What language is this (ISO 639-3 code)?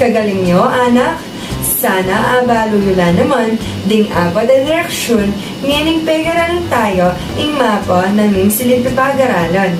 pam